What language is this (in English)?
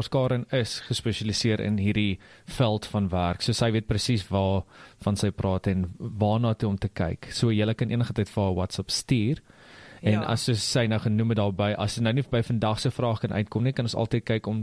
Afrikaans